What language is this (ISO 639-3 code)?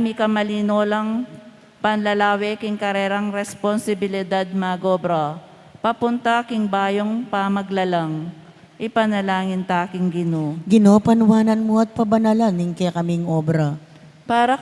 pam